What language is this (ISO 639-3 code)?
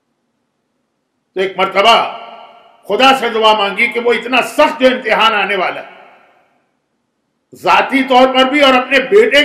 urd